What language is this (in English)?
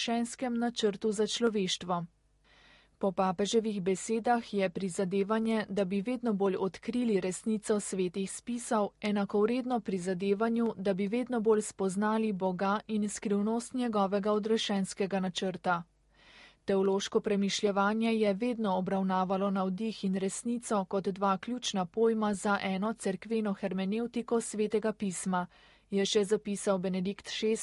Slovenian